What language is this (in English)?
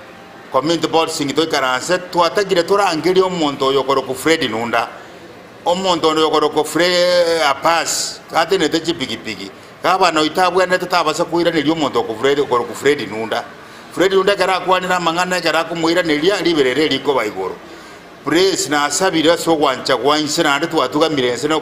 Gusii